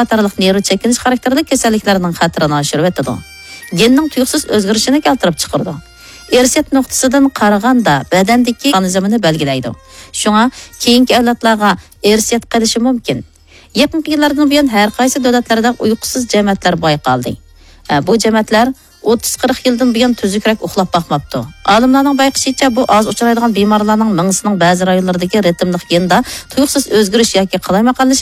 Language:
Uyghur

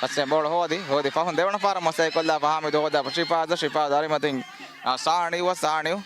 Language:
Divehi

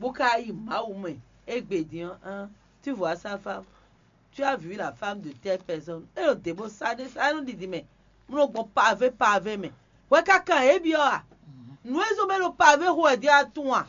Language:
Fon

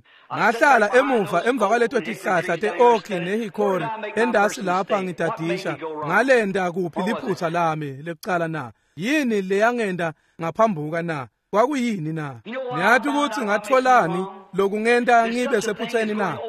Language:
Swati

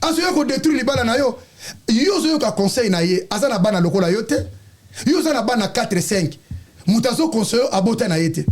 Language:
Lingala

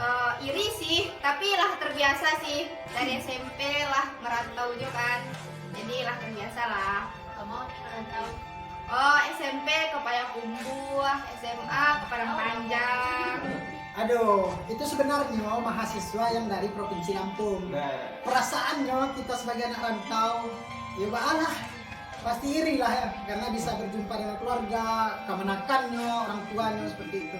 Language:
Minangkabau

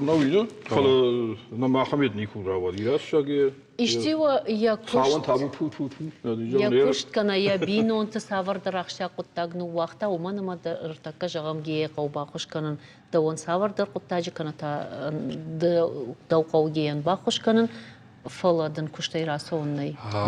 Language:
Ossetic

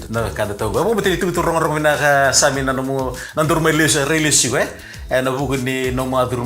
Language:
Fijian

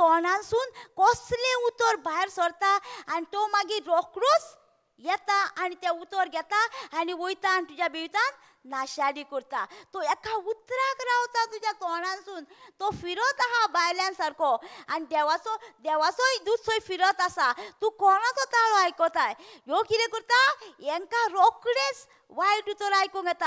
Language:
Konkani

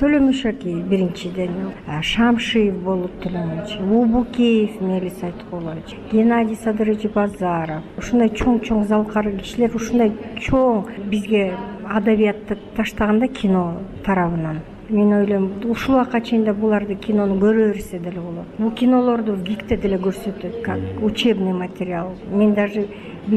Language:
Kyrgyz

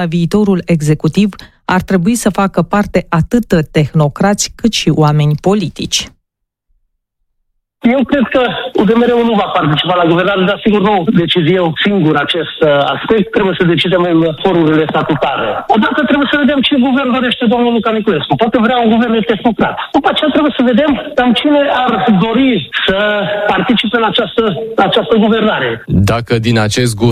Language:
Romanian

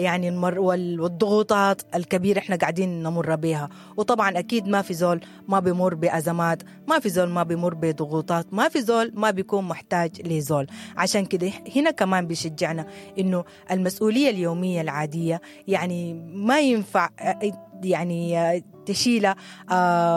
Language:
Sudanese Arabic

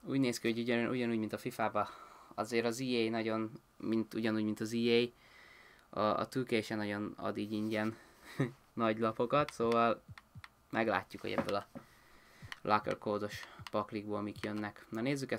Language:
Hungarian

